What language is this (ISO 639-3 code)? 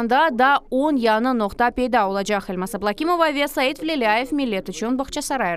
crh